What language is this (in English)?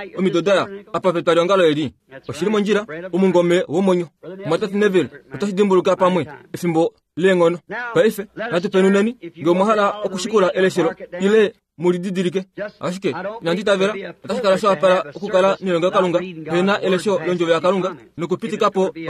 Kuanyama